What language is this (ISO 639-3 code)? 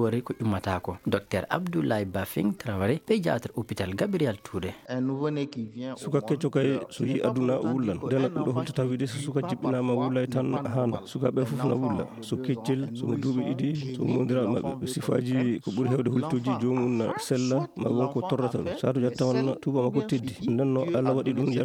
ful